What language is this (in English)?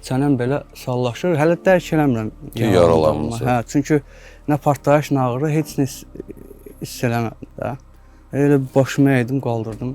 Azerbaijani